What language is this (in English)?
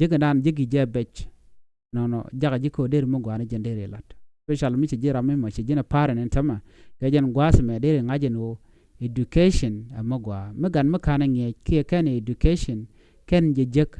Nuer